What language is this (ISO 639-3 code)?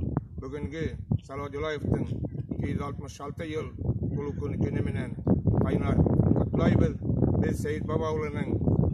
bak